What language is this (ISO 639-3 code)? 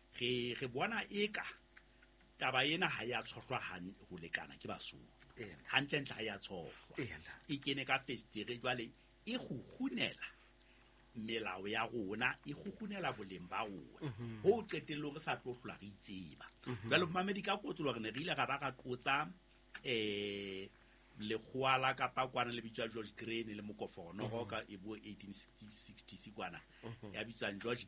sot